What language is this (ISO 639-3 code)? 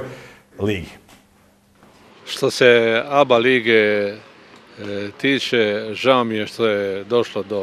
hrv